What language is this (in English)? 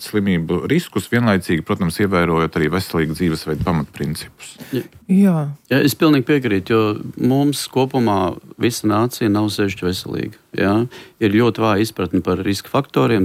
Latvian